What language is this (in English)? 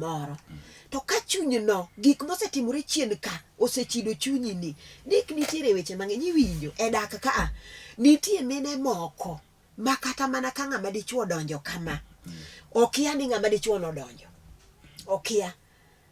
Luo (Kenya and Tanzania)